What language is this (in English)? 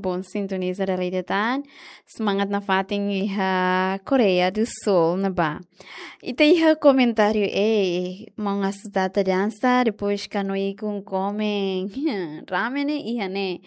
Tetum